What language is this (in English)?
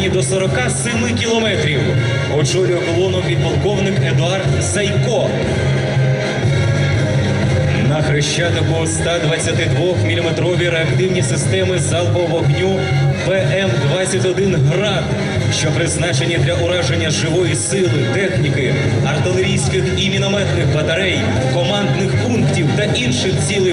Ukrainian